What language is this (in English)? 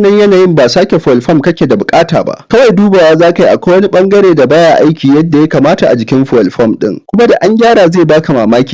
Hausa